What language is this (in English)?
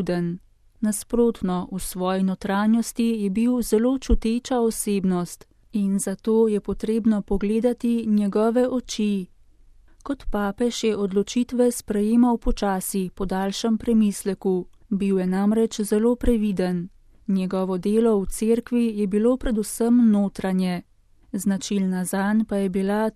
Slovenian